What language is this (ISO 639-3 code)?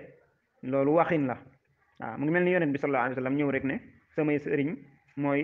wol